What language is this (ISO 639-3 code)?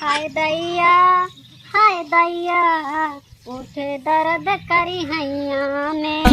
awa